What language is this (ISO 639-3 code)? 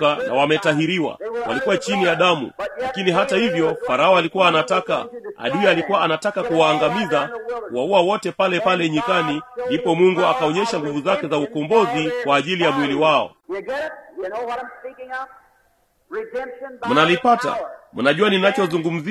swa